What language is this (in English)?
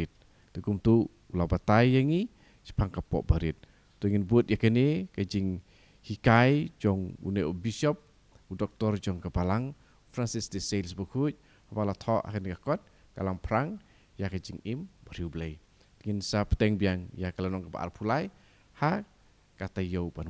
Khasi